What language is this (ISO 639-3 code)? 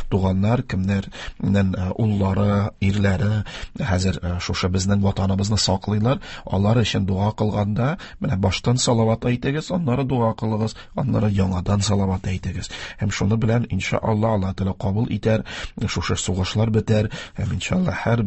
tat